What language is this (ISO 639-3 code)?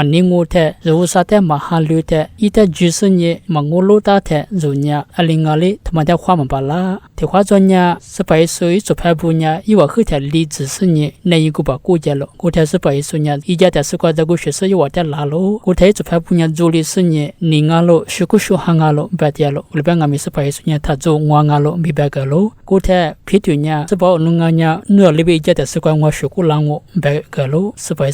lis